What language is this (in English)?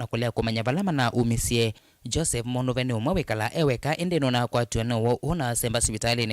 Kamba